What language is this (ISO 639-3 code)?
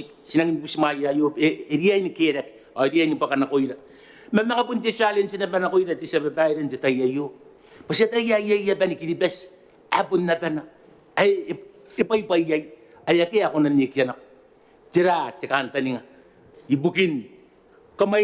gil